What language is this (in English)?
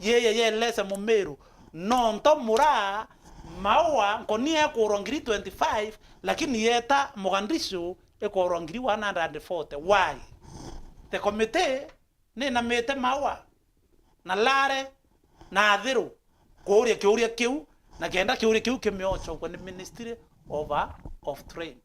Meru